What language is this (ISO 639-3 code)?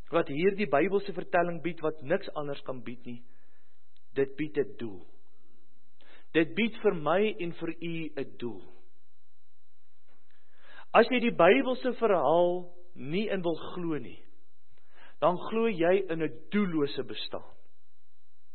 afr